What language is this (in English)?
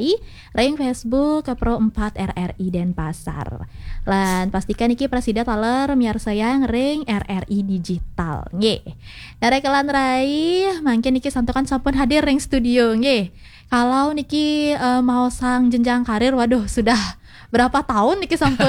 Balinese